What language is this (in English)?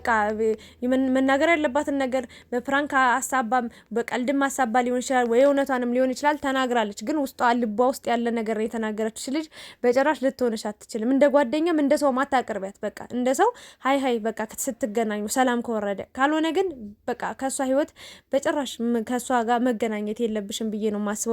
Amharic